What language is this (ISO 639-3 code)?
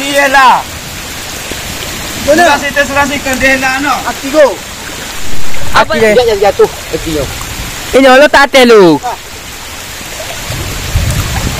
msa